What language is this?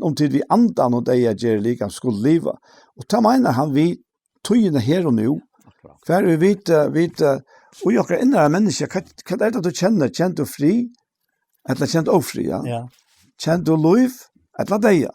Faroese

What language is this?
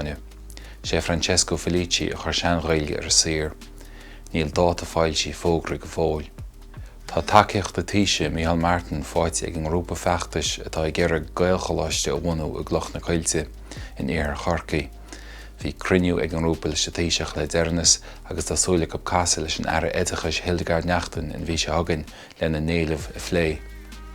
Irish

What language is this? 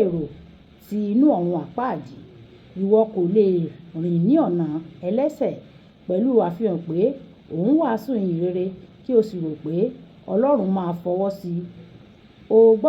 Yoruba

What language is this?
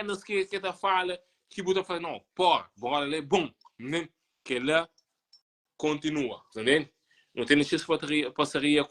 Kabuverdianu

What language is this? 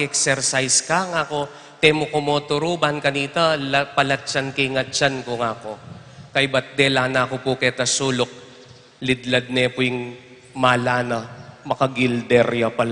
Pampanga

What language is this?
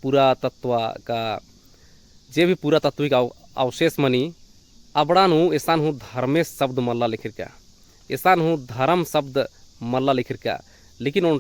Kurukh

